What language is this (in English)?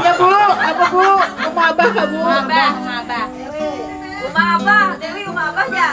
Banjar